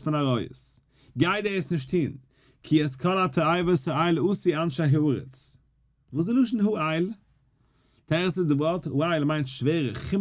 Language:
Yiddish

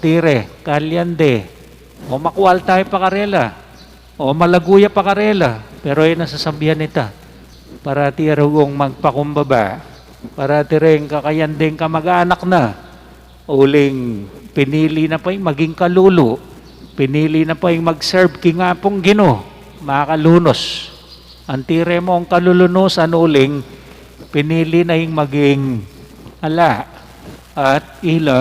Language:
Pampanga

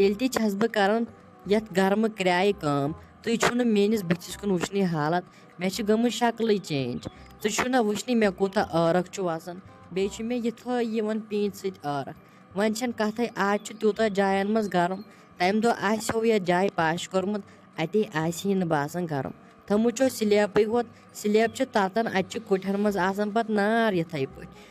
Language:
Kashmiri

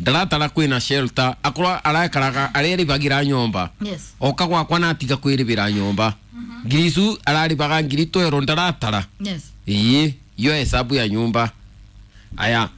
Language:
Kikuyu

